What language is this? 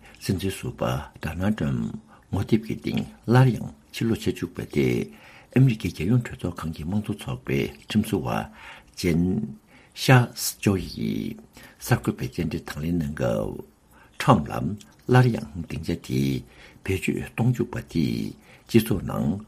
Tibetan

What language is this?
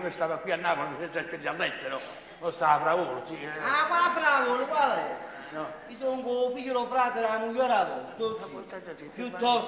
Neapolitan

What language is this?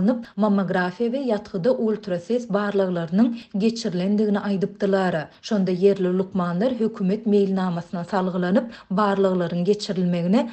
Turkmen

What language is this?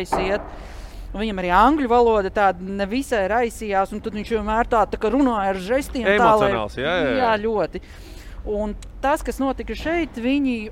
Latvian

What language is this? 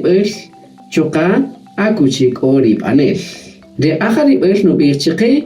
Kaqchikel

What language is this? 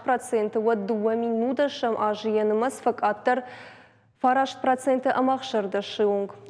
Ossetic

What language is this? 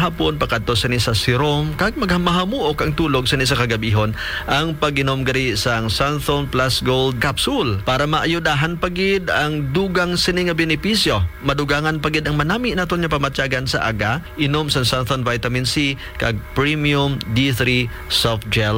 Hiligaynon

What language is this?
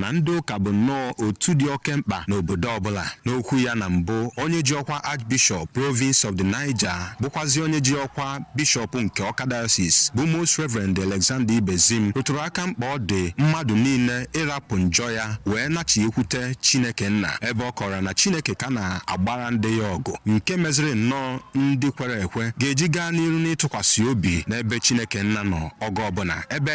Igbo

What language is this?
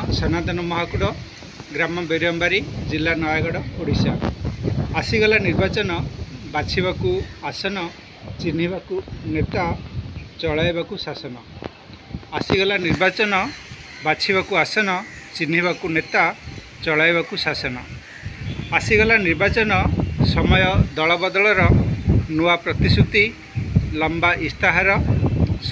Odia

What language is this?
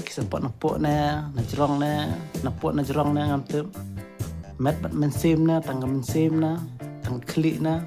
Khasi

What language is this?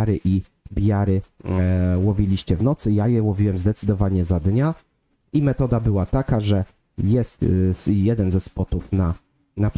Polish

